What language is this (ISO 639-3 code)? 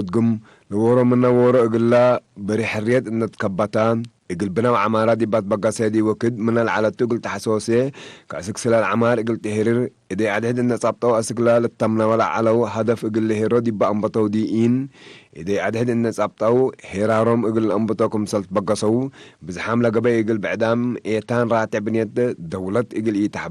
tig